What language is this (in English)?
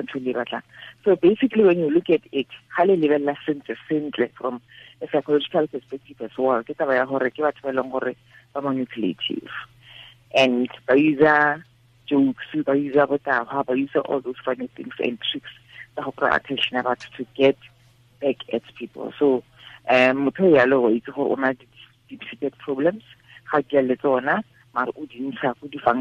Tswana